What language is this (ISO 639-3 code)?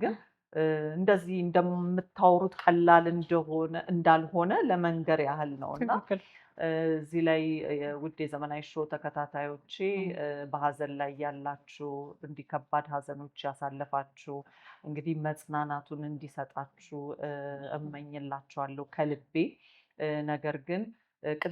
amh